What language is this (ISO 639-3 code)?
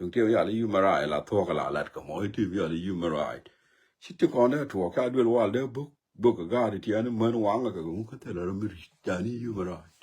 nus